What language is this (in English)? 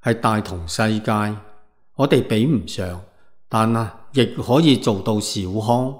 Cantonese